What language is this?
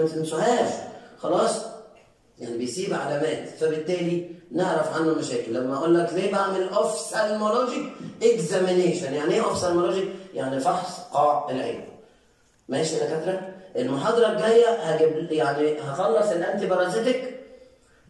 Egyptian Arabic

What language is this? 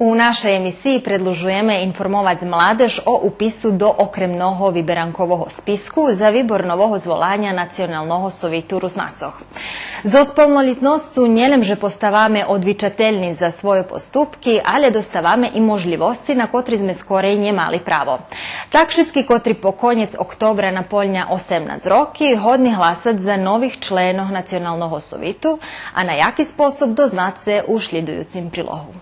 Rusyn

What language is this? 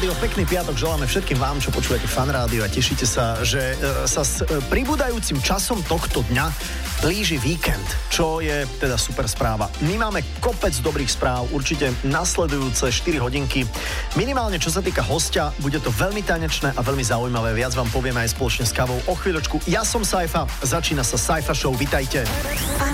Slovak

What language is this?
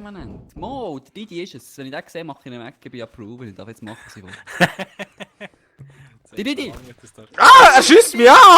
Swiss German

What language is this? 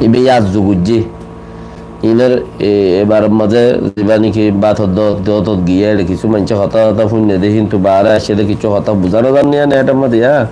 Rohingya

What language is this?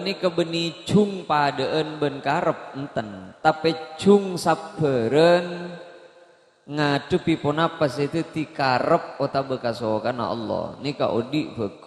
Madurese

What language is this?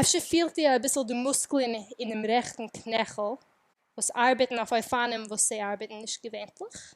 Yiddish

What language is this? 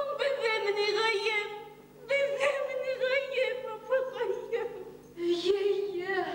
Bashkir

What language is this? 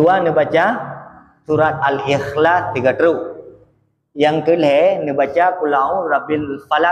Achinese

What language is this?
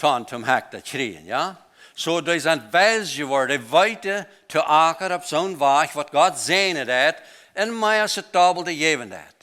Plautdietsch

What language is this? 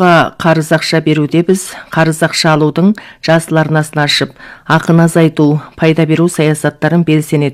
Kazakh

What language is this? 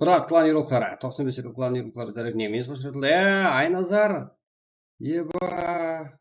Kara-Kalpak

